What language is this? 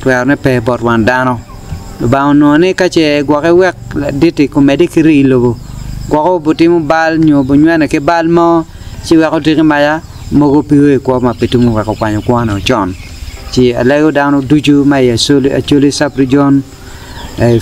Acoli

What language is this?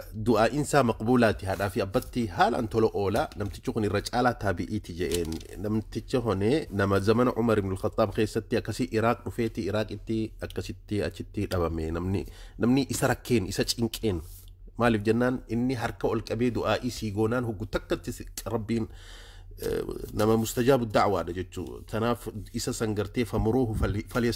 Oromo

